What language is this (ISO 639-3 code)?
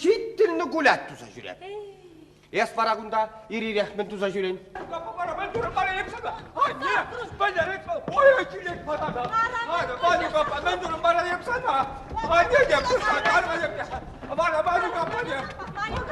chv